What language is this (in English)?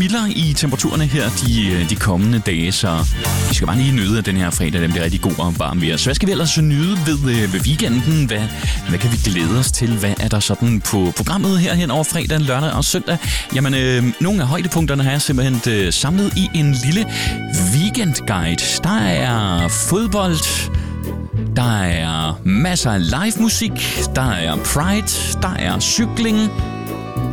Danish